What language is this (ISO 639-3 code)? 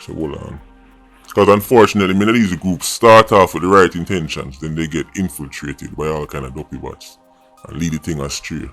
jam